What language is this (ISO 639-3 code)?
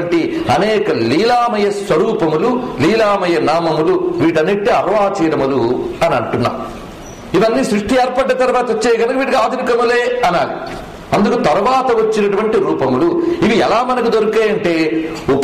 tel